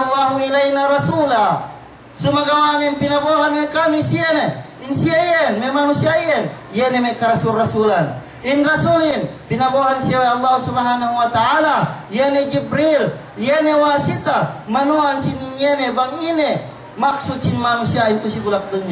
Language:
Yakan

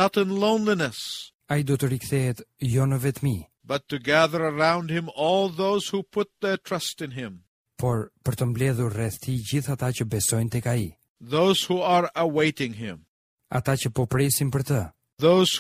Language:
Albanian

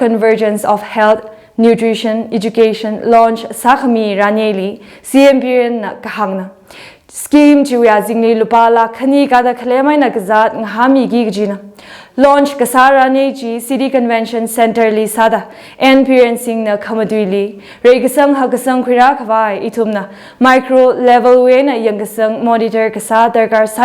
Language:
Tangkhul Naga (India)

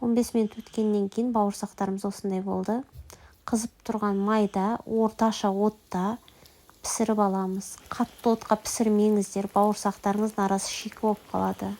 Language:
Kazakh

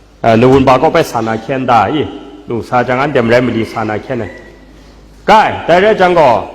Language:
Kachin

